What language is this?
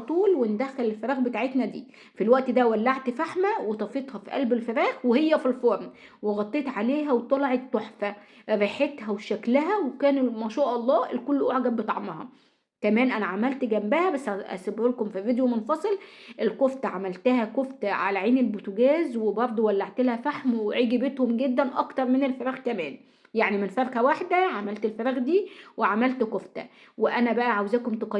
Egyptian Arabic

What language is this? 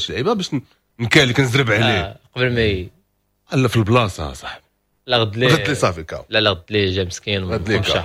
Moroccan Arabic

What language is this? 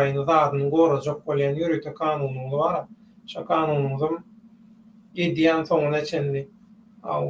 Turkmen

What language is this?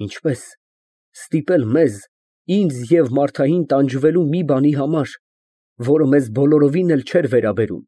Armenian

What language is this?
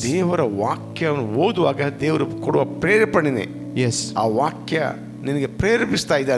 Kannada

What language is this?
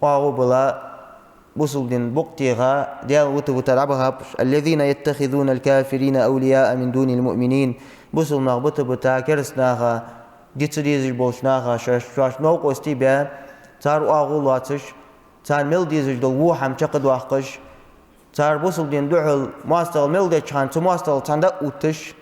Ingush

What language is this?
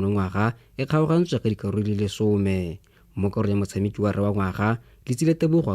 Tswana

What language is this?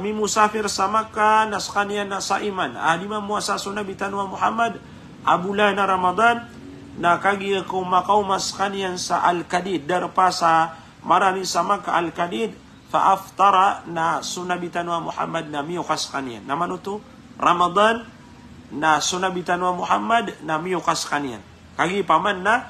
Maranao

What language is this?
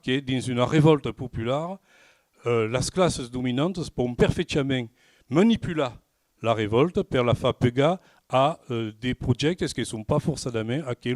Occitan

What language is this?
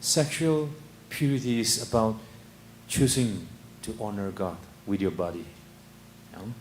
Tangkhul Naga (India)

